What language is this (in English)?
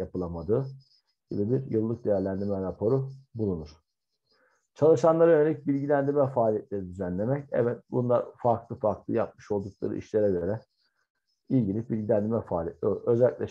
Turkish